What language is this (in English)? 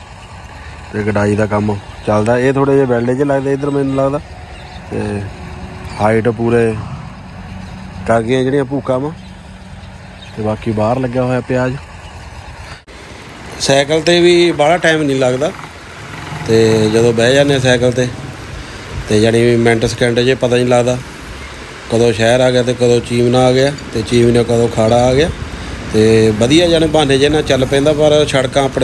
Punjabi